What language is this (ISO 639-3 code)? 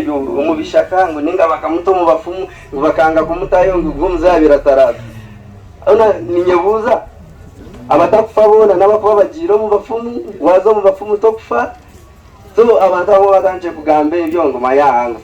nyn